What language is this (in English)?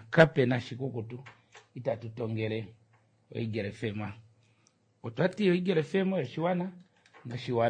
Kuanyama